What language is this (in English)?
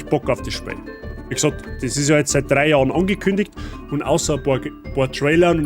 Bavarian